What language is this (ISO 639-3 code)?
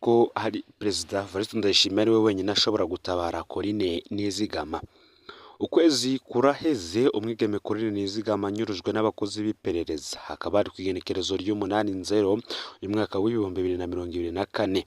run